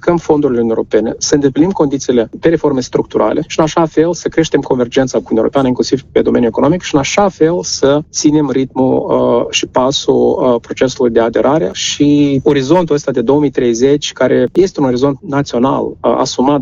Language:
Romanian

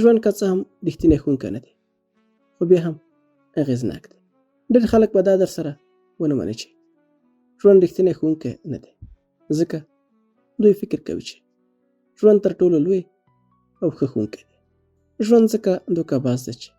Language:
Pashto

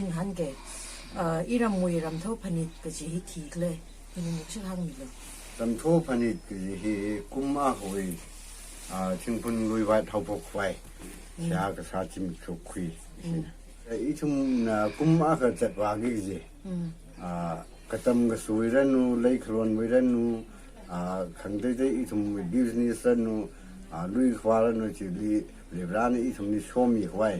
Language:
Tangkhul Naga (India)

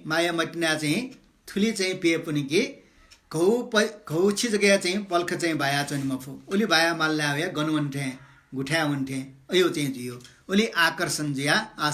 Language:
Newari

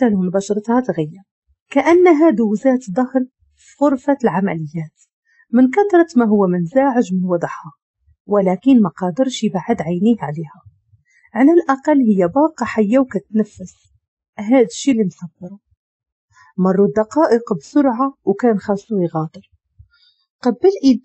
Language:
Moroccan Arabic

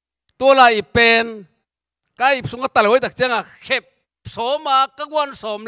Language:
Tedim Chin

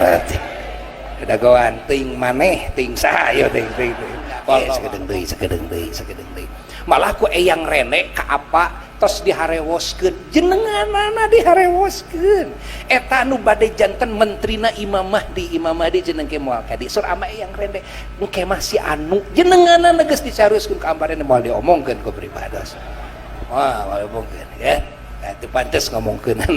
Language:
Sundanese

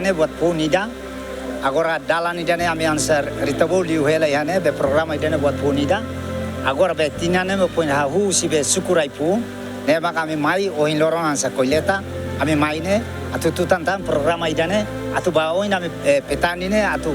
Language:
Tetum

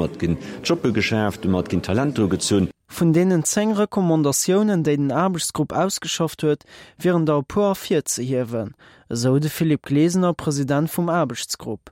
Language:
Luxembourgish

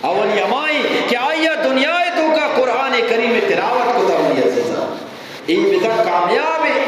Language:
Eastern Balochi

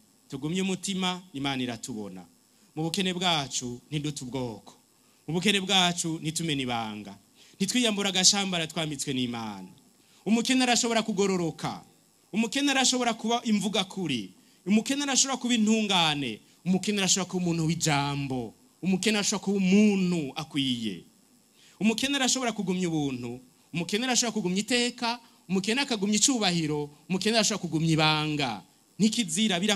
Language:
Rundi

